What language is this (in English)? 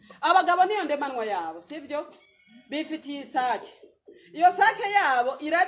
Rundi